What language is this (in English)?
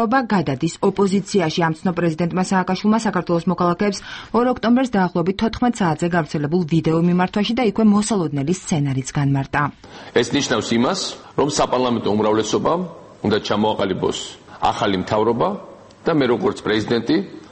Georgian